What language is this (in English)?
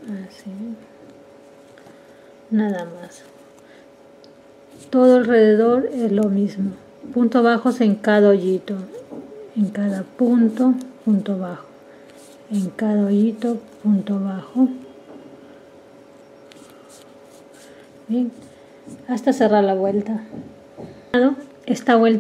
Spanish